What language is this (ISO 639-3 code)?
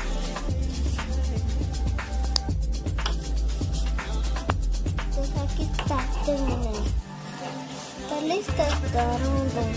spa